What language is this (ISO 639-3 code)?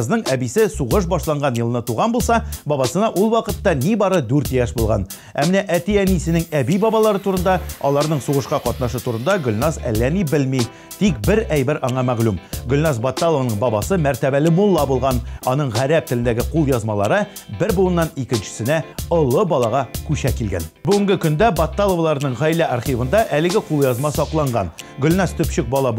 tat